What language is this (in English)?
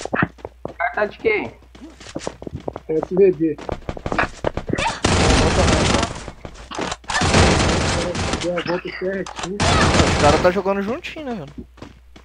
Portuguese